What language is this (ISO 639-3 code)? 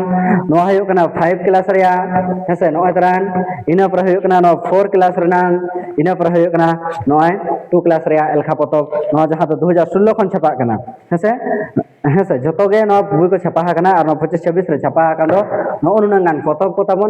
sat